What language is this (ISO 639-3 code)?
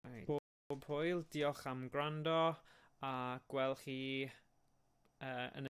cym